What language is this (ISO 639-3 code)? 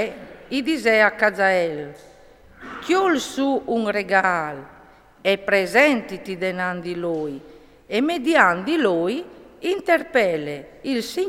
fur